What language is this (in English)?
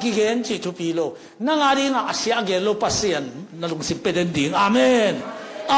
Tedim Chin